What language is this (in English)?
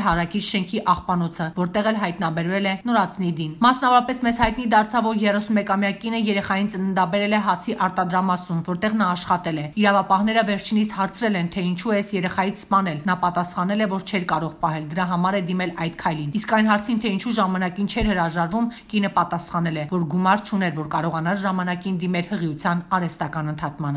Armenian